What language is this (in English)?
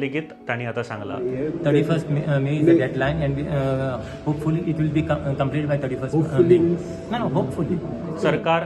Konkani